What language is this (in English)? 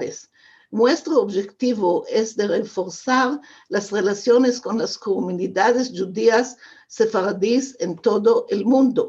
Ladino